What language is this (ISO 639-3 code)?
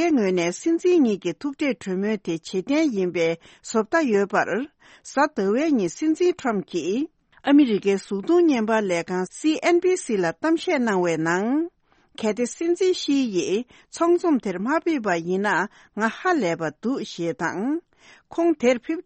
bod